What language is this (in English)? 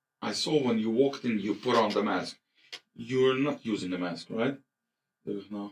Yiddish